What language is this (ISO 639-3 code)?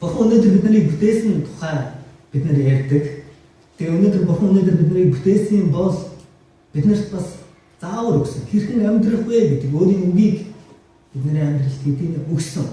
mon